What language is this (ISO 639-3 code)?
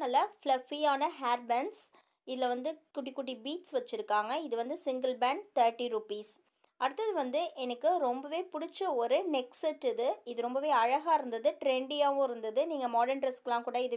tam